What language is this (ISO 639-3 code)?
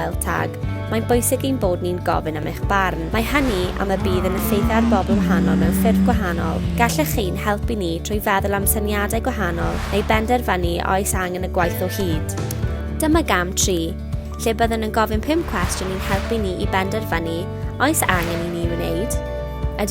cym